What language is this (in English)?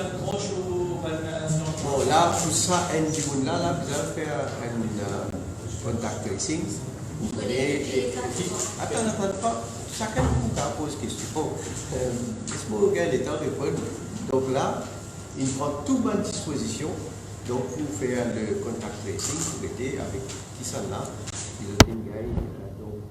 Morisyen